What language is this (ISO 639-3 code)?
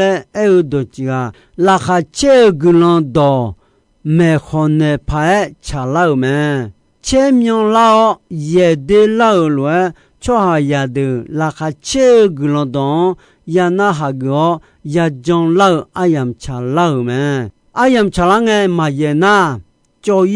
ahk